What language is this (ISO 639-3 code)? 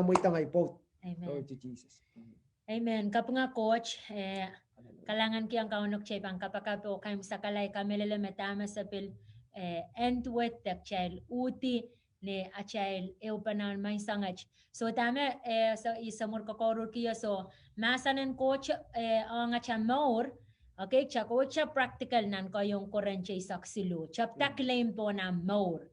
pon